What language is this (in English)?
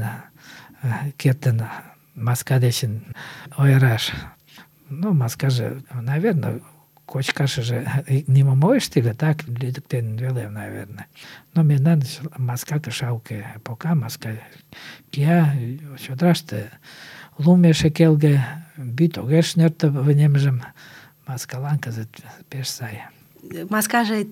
Mari